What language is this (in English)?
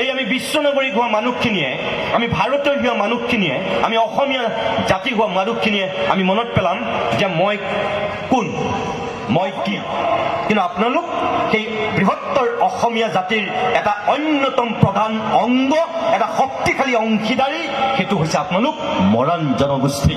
Assamese